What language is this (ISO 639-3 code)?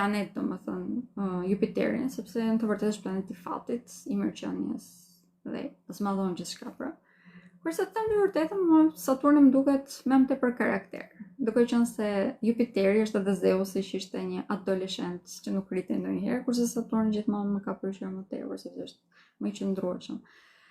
sqi